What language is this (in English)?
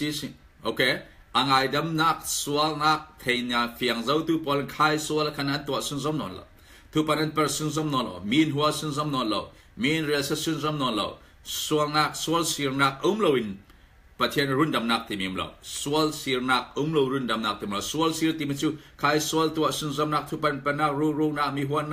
Falam Chin